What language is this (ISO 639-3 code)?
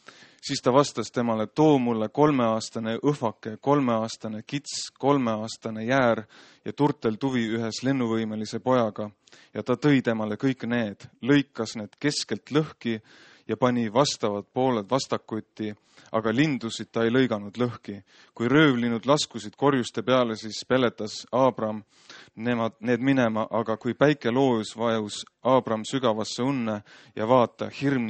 est